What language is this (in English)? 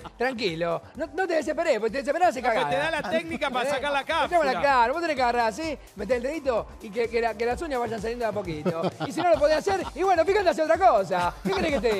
Spanish